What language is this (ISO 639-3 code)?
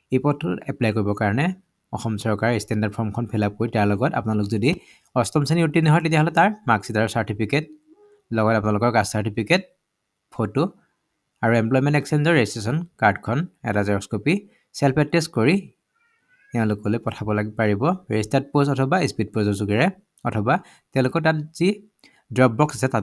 asm